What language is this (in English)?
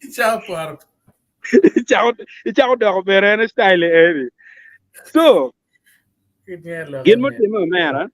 Acoli